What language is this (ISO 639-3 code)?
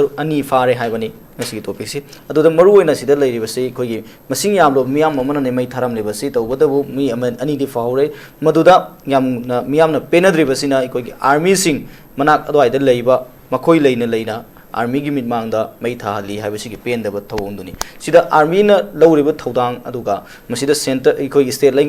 mni